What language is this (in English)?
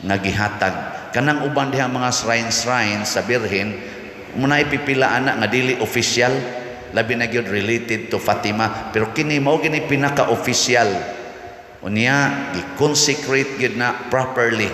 Cebuano